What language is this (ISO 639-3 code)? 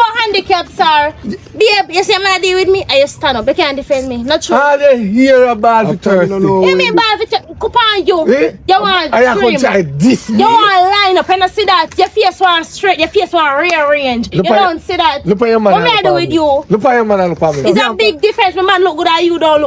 jam